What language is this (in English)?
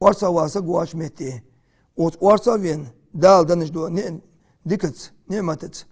Ingush